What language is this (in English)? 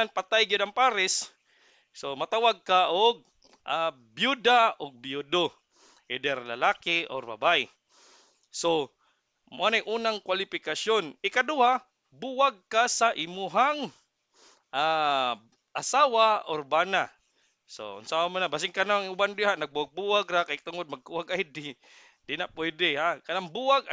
Cebuano